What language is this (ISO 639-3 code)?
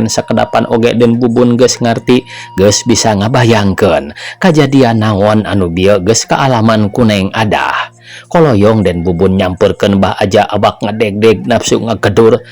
sun